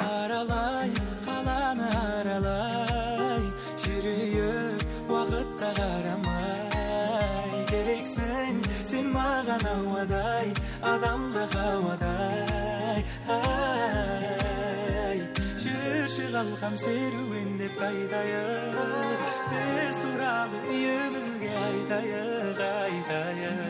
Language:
Kara-Kalpak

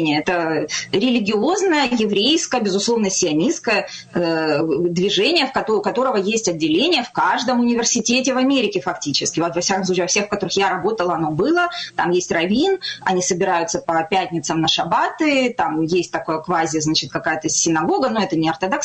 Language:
Russian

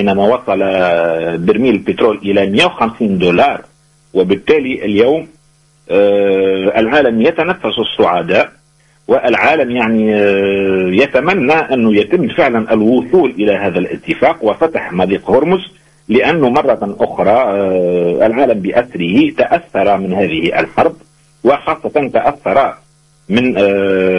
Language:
Tunisian Arabic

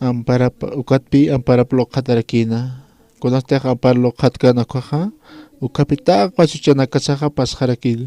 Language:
Aymara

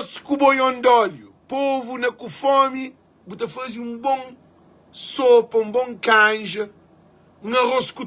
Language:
Kabuverdianu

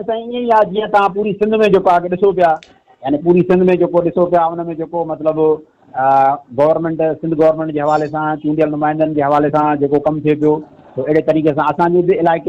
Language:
Sindhi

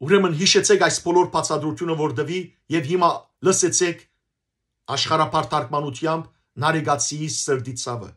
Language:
Western Armenian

